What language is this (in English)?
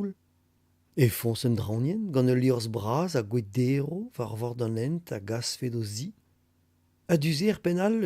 Breton